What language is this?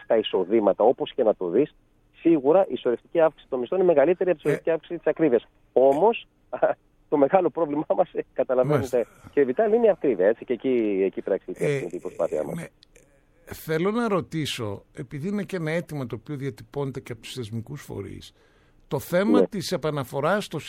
Greek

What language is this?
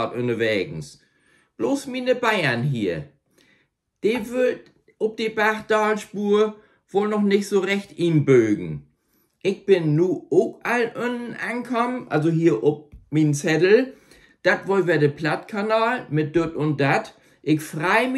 Low German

